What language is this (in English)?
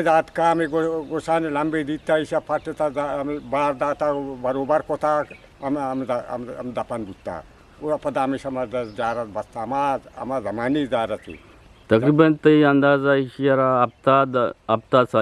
Eastern Balochi